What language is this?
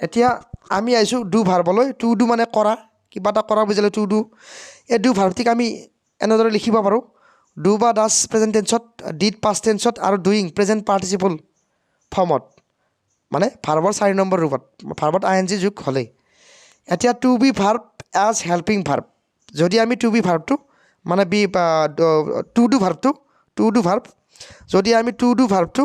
Assamese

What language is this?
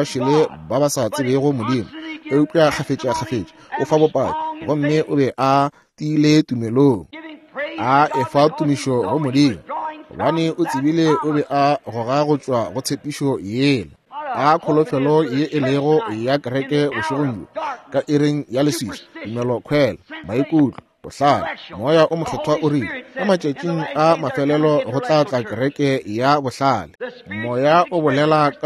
Northern Sotho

